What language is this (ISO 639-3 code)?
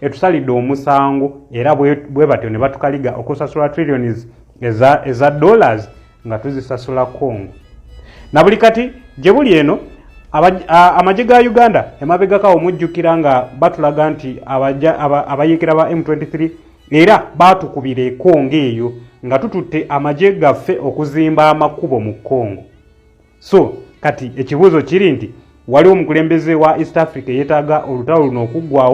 lug